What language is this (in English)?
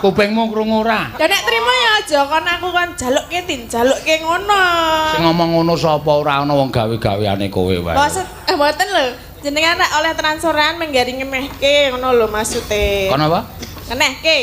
Javanese